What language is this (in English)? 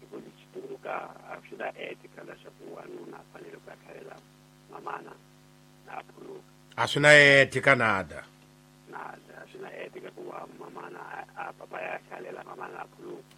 Tsonga